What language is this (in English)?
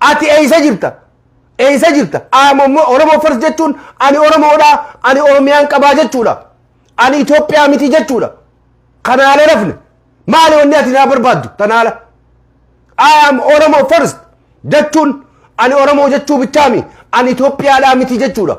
Oromo